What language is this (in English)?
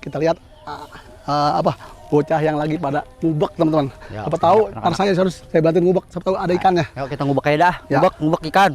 Betawi